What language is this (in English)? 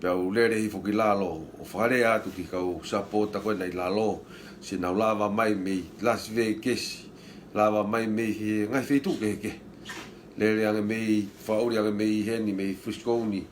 Tongan